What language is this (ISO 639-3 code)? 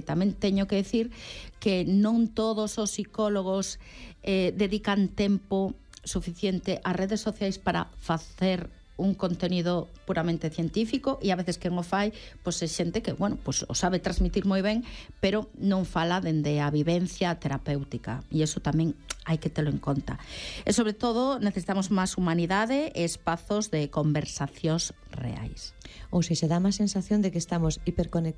glg